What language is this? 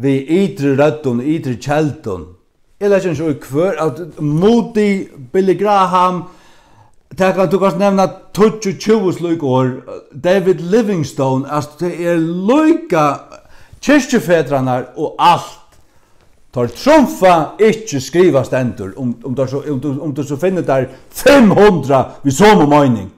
Faroese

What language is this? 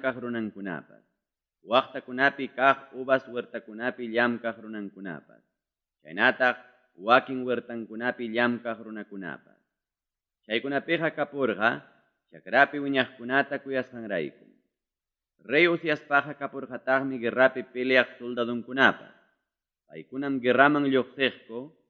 Ayacucho Quechua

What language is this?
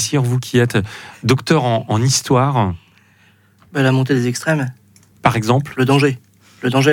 French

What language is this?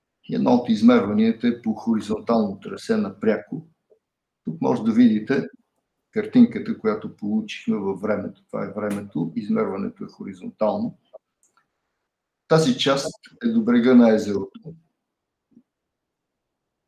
Bulgarian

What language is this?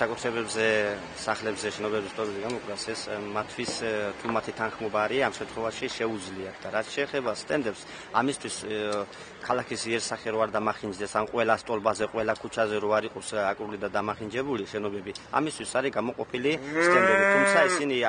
Georgian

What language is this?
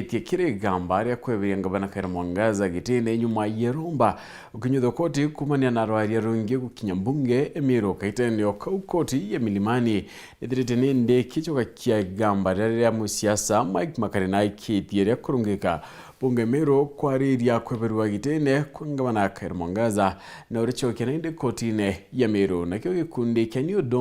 Meru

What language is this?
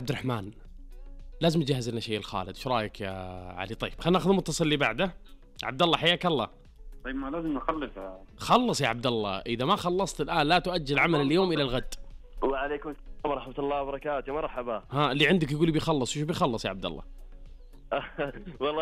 Najdi Arabic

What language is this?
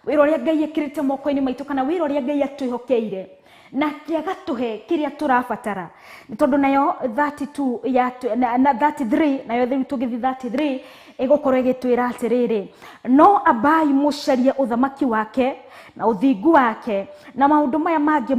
Kikuyu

